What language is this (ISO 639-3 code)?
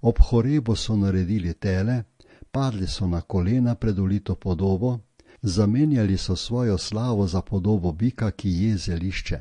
slv